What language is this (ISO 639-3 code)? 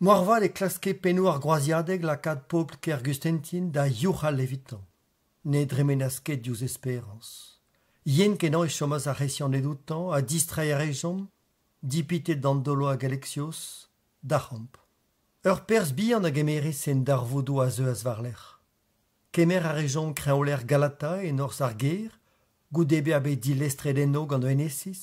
bre